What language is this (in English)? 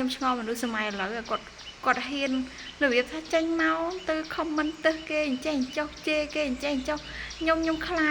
Khmer